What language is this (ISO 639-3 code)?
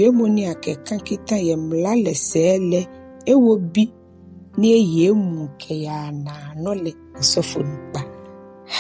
gaa